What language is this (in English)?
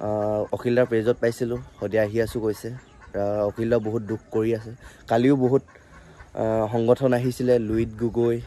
Assamese